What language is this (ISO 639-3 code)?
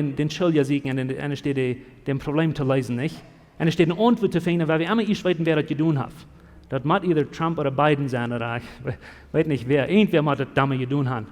pdt